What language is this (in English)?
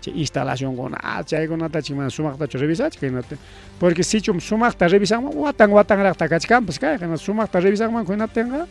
Ayacucho Quechua